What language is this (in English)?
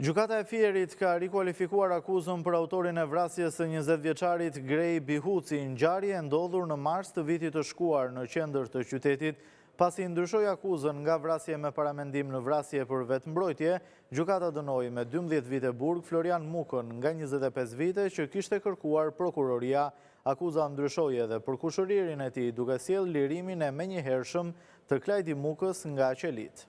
Albanian